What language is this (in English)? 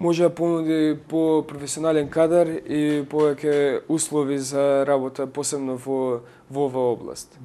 Macedonian